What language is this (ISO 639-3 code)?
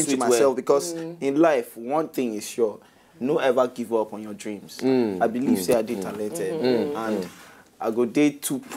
pcm